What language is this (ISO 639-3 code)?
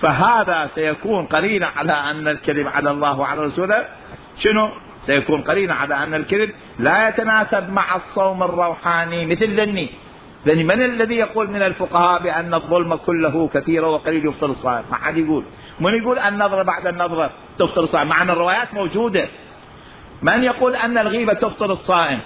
acm